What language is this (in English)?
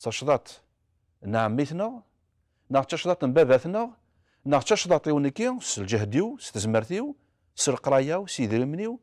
Kabyle